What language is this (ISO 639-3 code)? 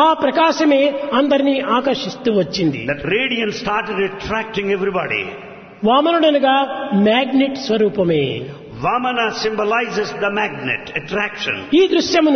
tel